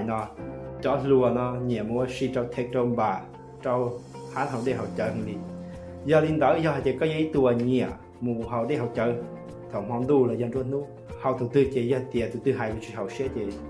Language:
Hmong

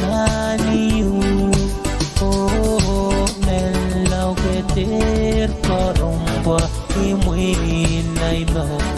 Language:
Pohnpeian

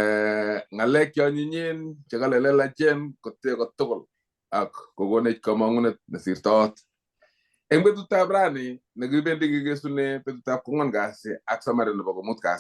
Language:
Kalenjin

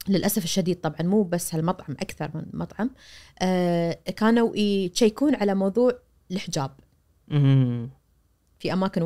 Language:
Najdi Arabic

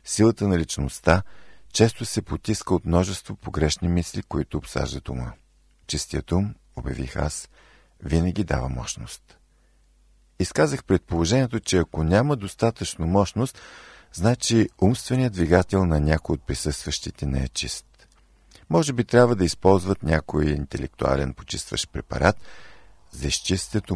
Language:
Bulgarian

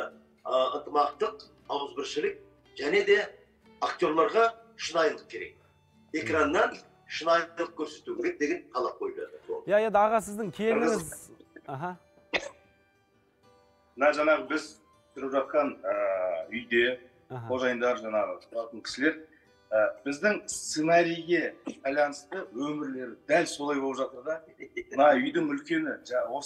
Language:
Kazakh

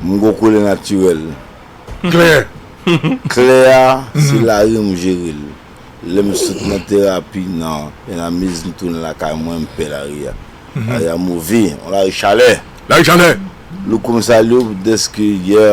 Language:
Haitian Creole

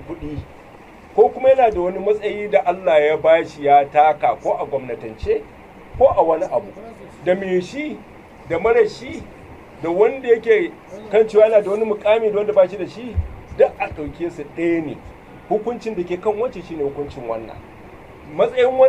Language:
Hausa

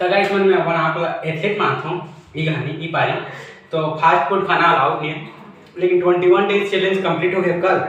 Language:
Chhattisgarhi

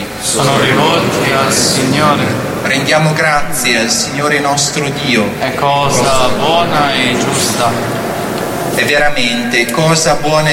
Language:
Italian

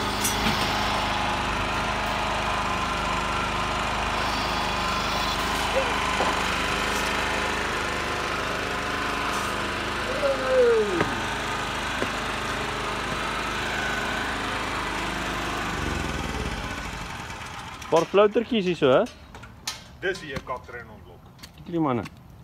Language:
Afrikaans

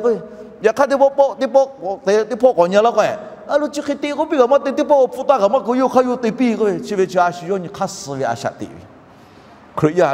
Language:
Lahu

